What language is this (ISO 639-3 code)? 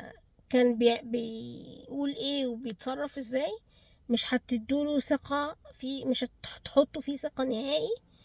arz